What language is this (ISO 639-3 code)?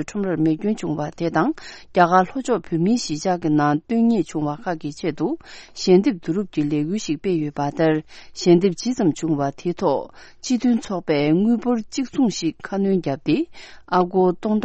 bod